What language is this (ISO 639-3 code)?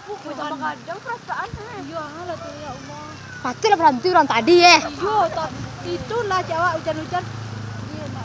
min